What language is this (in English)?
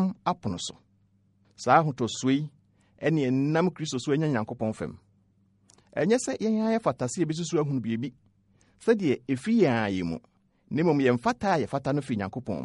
Akan